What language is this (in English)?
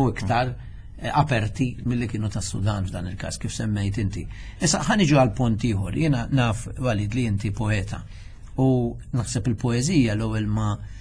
Maltese